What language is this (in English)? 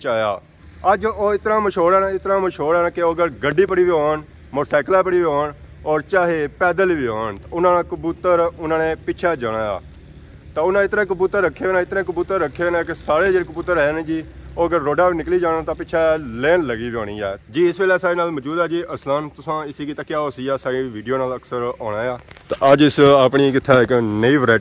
Pahari-Potwari